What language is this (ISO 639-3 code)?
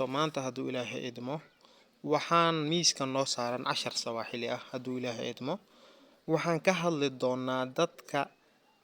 som